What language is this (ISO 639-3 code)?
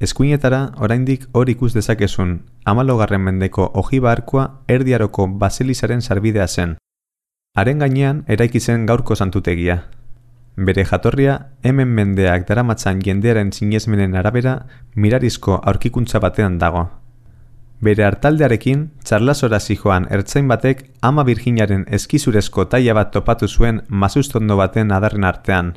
eus